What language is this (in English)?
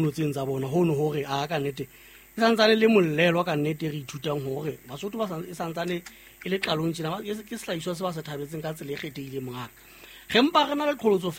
Southern Sotho